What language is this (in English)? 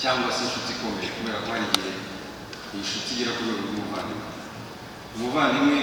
Kinyarwanda